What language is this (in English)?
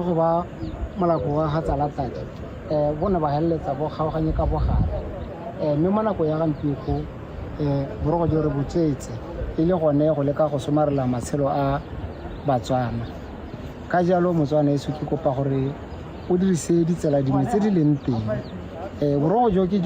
Tswana